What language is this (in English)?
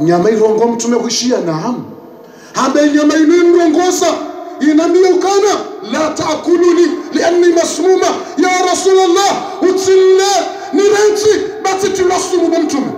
Ngazidja Comorian